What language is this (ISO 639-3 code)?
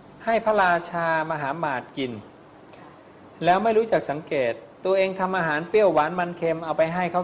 tha